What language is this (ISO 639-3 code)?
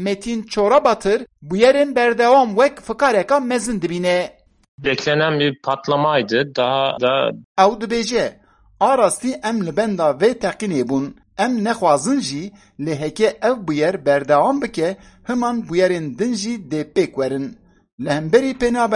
kur